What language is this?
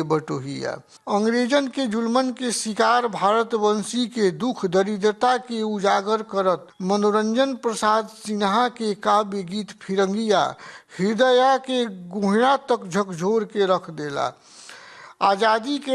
Bhojpuri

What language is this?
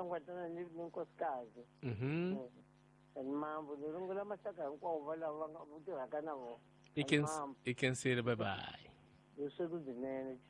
Tsonga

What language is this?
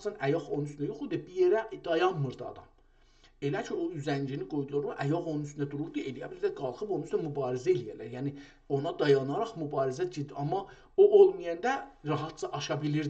South Azerbaijani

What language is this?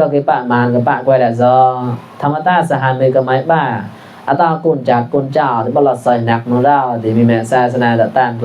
Mon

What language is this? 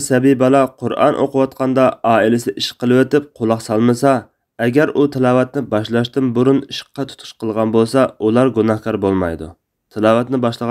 Uyghur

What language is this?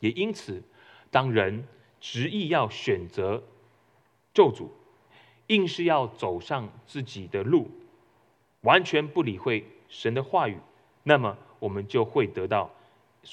Chinese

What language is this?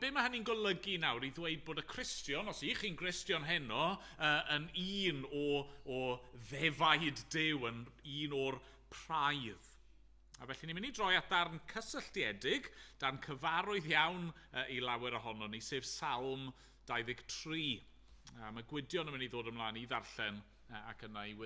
Welsh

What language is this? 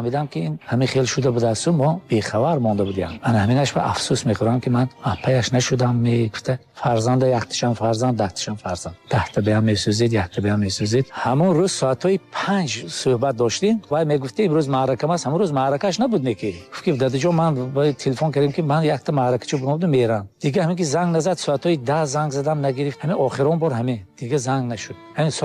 Tajik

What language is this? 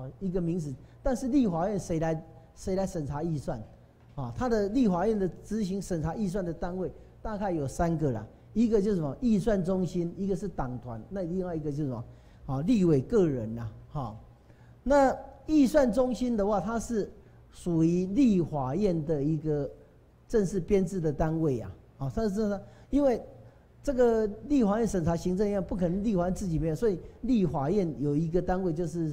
Chinese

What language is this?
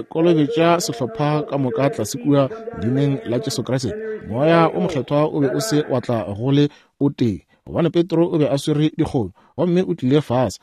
Northern Sotho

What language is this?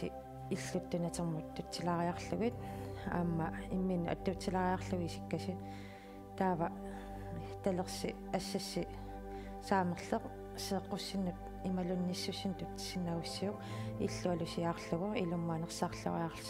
Kalaallisut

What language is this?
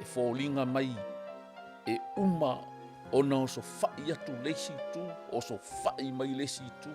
Samoan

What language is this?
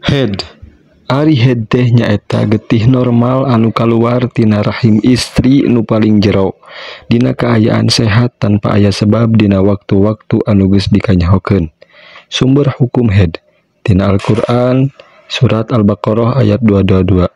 Sundanese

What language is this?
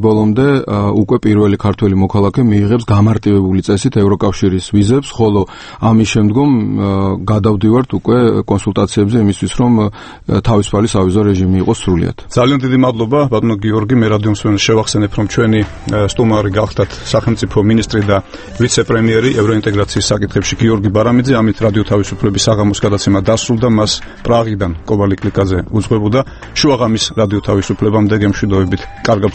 Georgian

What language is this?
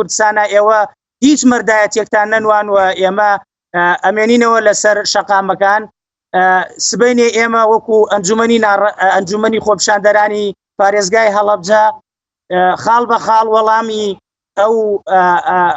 Central Kurdish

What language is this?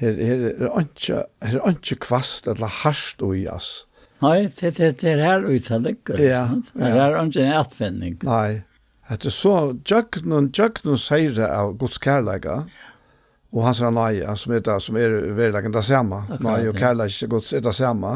Faroese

